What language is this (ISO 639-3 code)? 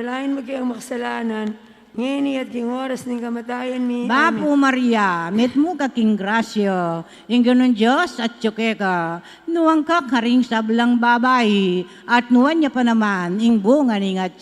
pam